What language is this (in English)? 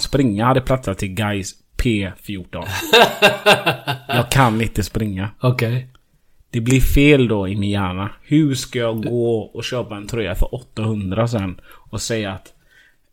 Swedish